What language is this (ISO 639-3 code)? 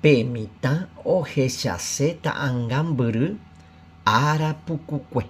grn